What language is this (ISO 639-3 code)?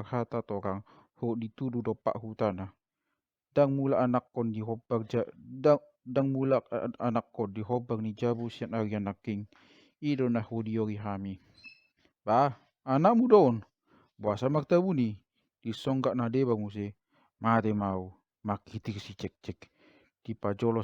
bbc